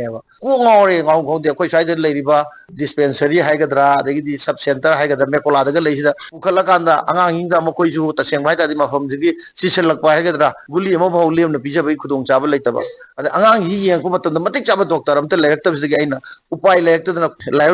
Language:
Manipuri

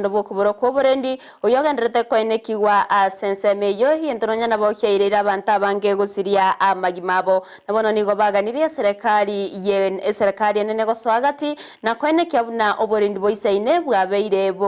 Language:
Gusii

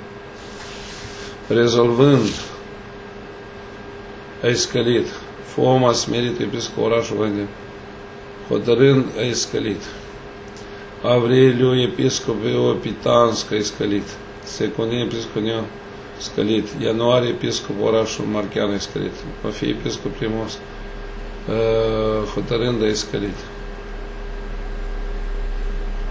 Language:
Romanian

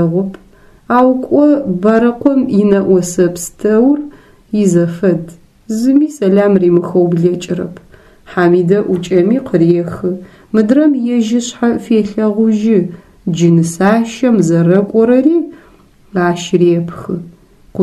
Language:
Adyghe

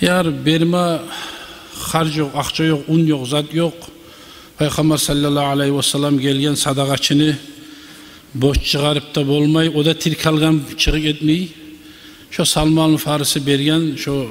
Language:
Kumyk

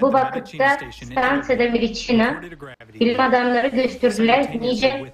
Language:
Gagauz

